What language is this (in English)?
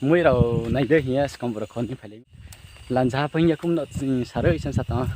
Riang (India)